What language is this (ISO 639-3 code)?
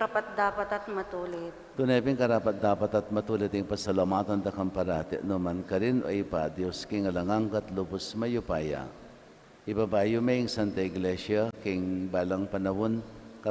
pam